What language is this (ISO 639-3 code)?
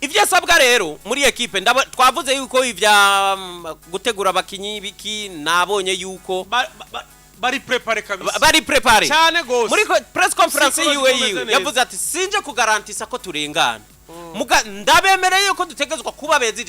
run